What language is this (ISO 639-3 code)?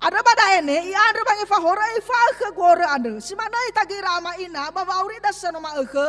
nia